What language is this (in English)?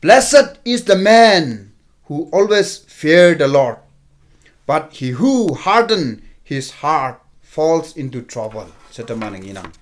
Konyak Naga